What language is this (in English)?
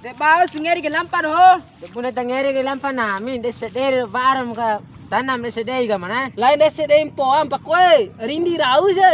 Bima